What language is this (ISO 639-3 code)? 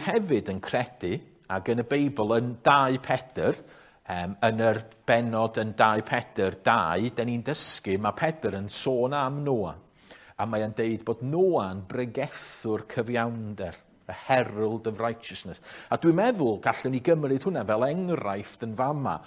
cym